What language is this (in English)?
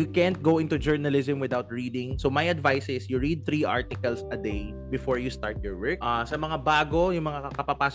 Filipino